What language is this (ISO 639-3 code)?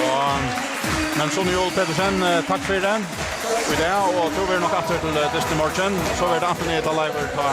fao